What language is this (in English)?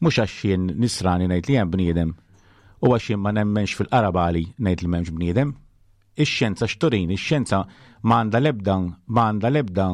Maltese